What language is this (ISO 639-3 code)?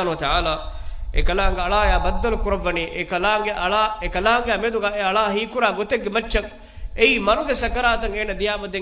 div